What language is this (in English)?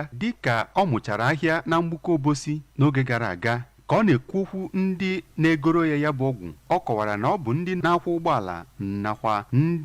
Igbo